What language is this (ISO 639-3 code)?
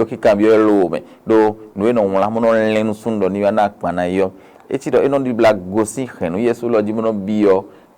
fon